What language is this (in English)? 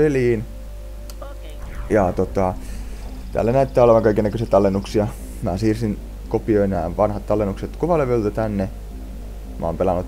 Finnish